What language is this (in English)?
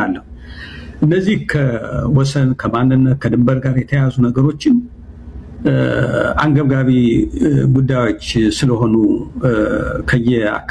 Amharic